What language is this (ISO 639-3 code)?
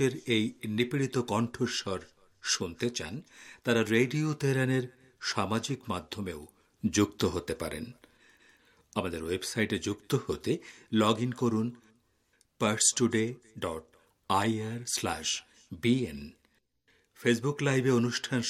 ben